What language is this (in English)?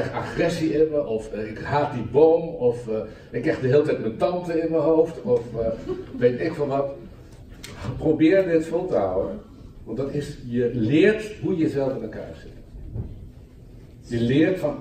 Dutch